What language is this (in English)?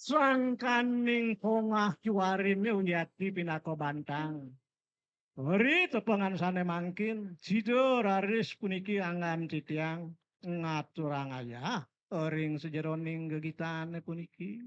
Balinese